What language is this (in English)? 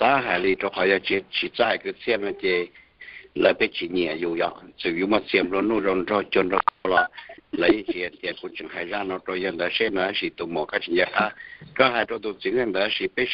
Hmong